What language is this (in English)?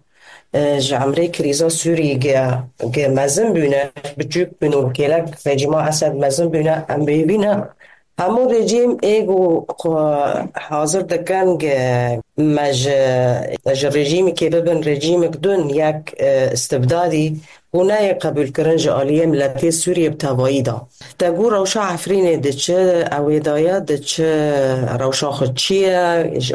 Kurdish